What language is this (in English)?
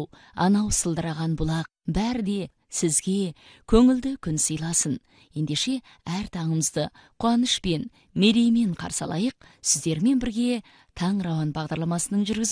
Kazakh